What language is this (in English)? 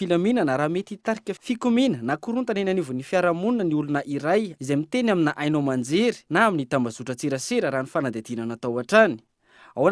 Malagasy